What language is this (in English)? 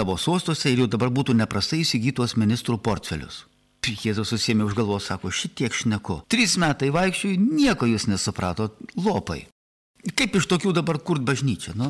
Lithuanian